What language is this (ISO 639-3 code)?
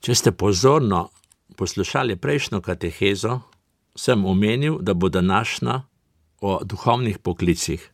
slv